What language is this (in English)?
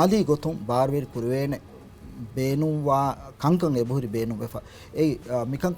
Divehi